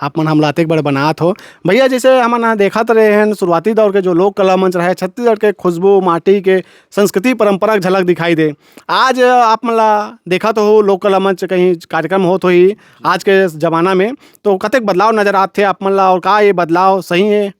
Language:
Chhattisgarhi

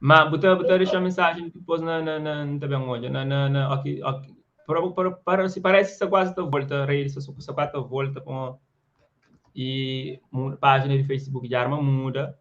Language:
Kabuverdianu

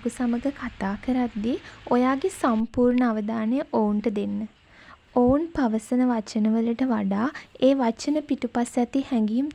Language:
Sinhala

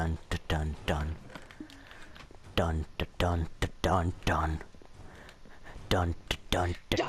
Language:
Finnish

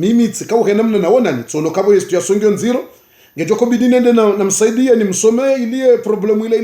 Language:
Ngazidja Comorian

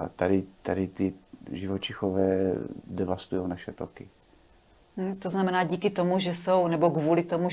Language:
Czech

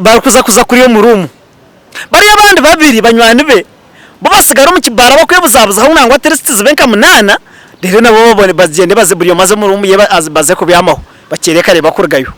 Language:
Nyankole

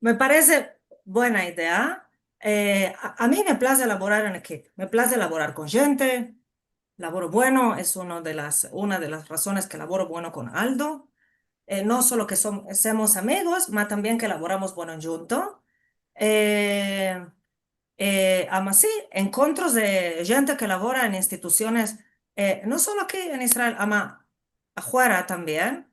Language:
Ladino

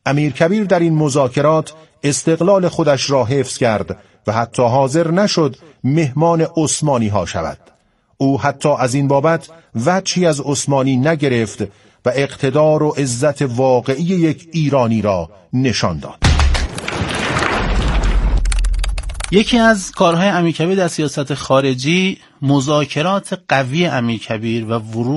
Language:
Persian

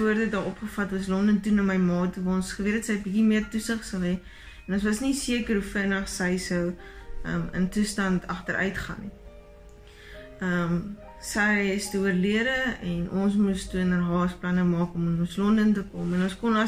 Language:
Afrikaans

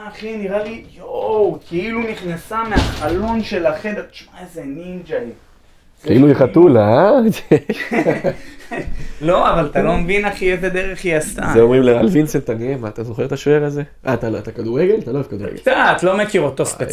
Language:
Hebrew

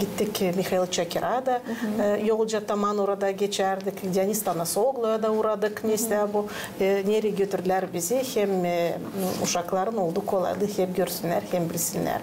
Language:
Gagauz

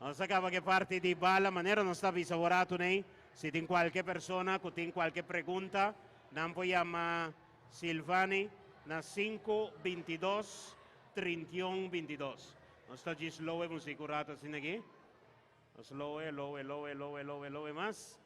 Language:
Papiamento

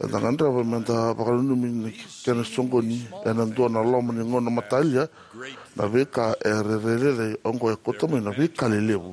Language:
Fijian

